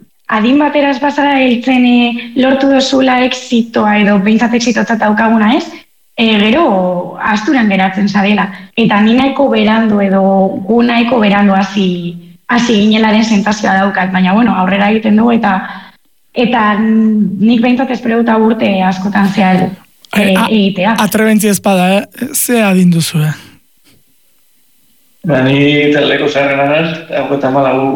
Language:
Basque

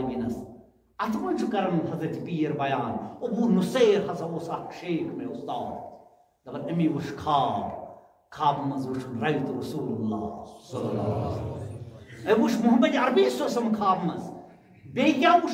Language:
Kashmiri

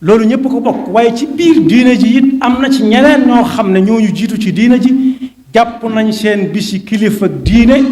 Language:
Wolof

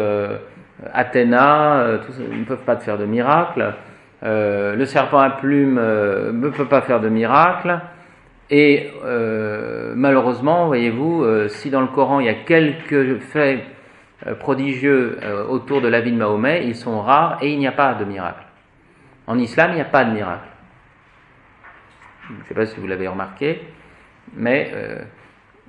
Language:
French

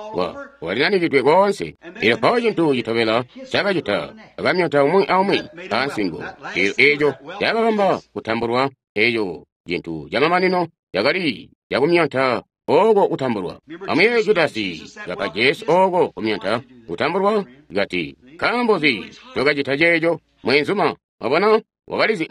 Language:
Tonga (Zambia)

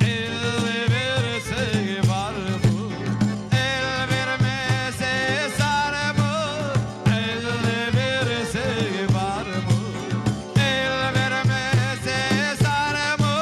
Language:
Crimean Tatar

